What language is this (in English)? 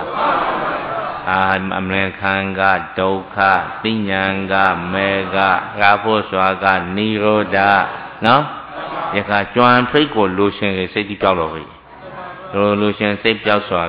Burmese